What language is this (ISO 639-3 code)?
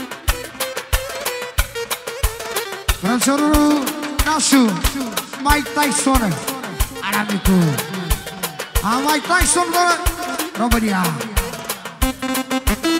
ron